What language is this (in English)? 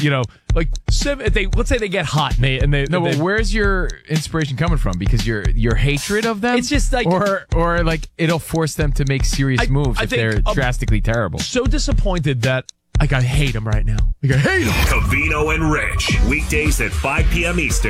English